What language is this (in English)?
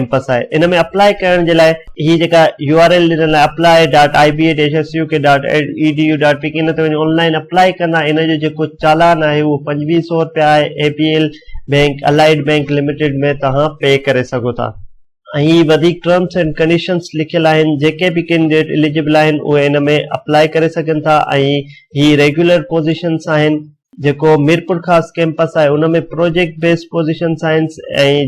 Sindhi